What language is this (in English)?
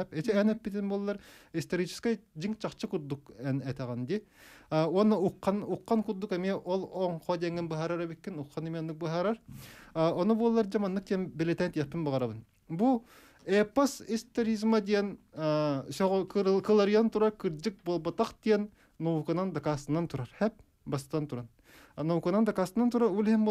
Yakut